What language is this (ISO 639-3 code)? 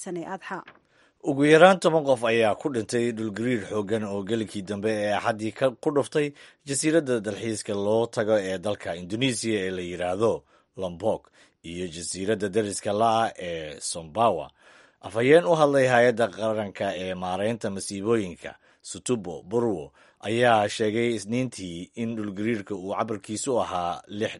som